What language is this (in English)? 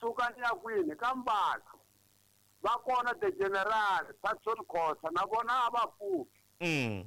Tsonga